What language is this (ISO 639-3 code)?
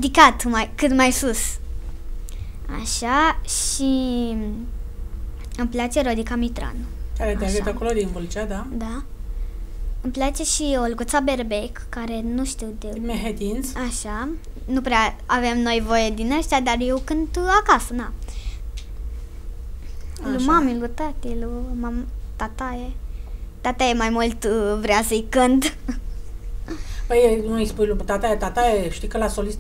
ron